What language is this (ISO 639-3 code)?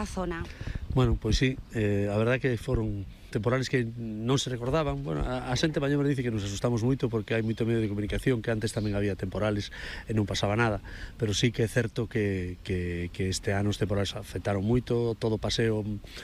glg